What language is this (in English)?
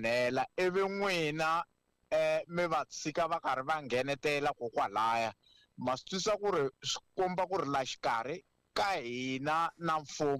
Tsonga